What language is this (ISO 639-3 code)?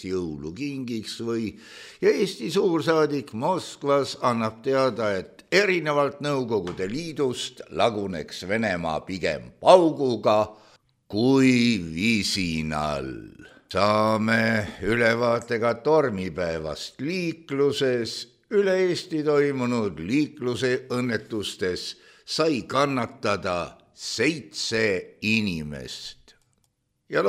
est